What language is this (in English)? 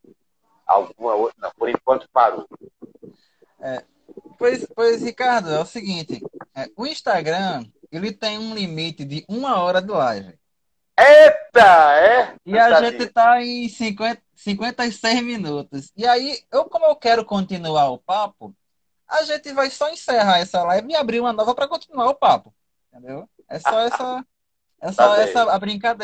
Portuguese